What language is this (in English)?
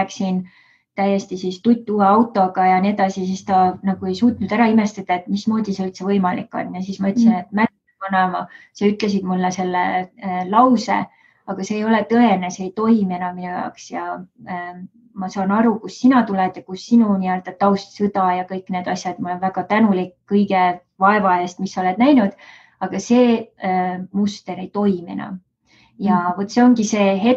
Estonian